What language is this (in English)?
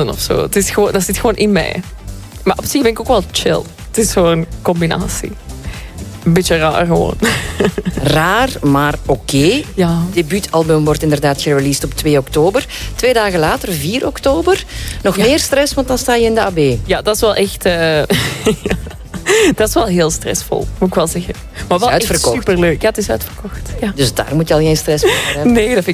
Dutch